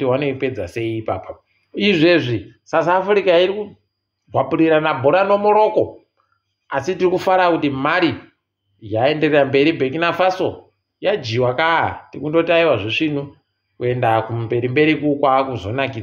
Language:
Ndau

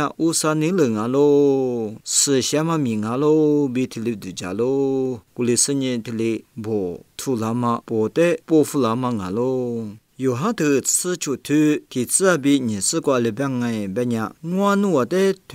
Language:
Lisu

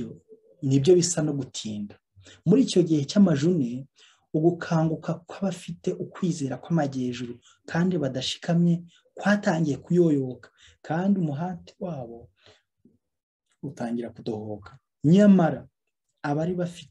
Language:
Kinyarwanda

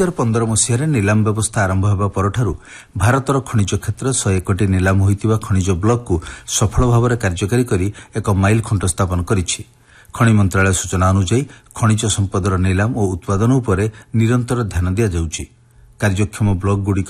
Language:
Odia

